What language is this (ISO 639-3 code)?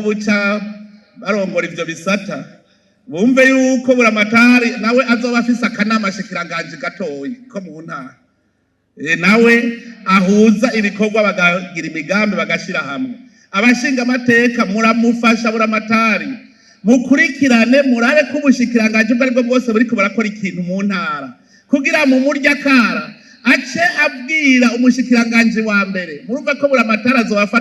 run